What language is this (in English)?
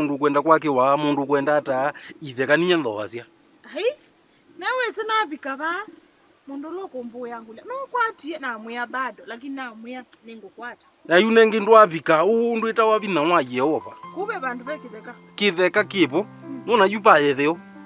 Kamba